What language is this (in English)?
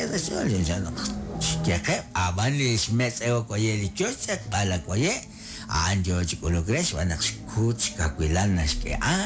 Kekchí